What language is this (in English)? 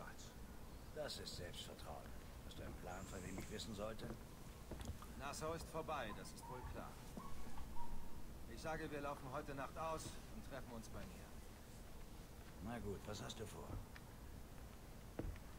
German